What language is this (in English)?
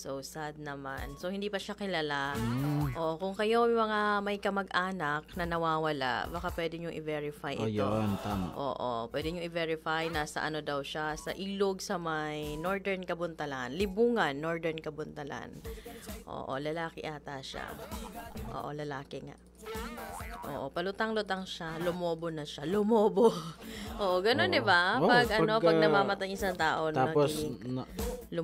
Filipino